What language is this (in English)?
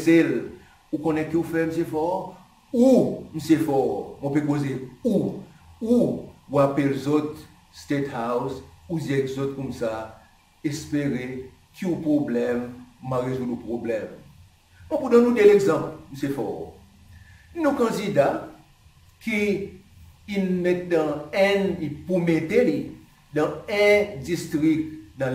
Seselwa Creole French